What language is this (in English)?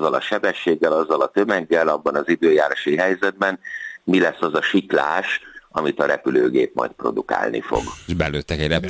Hungarian